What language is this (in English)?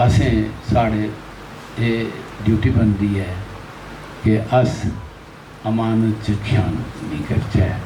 Dogri